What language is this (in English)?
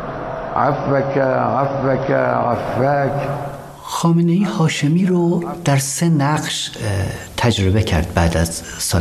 Persian